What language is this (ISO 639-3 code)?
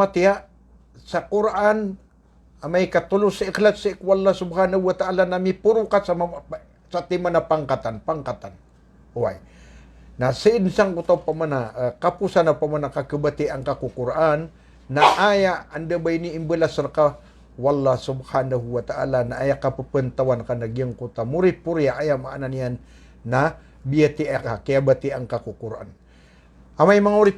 mrw